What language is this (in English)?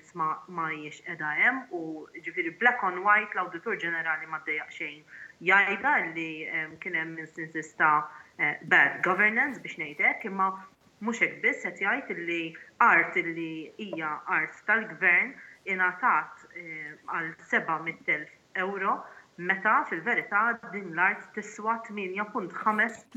Maltese